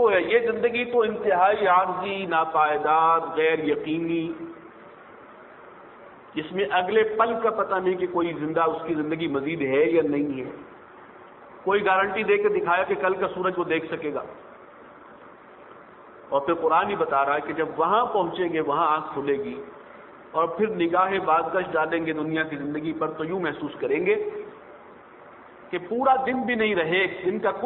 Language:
Urdu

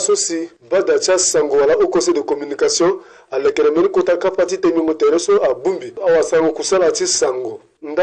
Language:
Sango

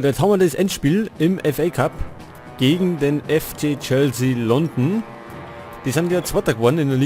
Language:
Bavarian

